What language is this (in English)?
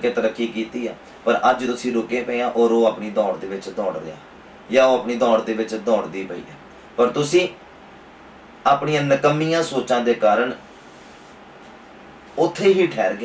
Punjabi